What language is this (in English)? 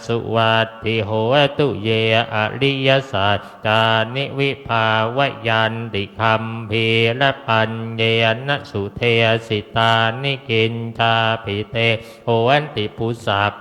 Pali